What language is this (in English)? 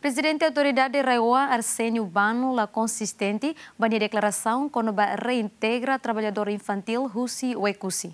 Tetum